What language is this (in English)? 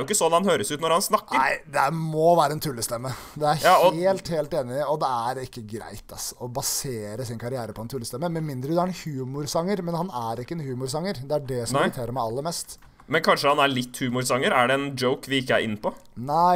Norwegian